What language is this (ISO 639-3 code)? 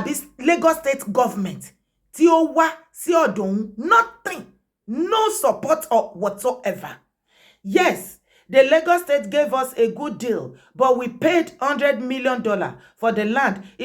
yor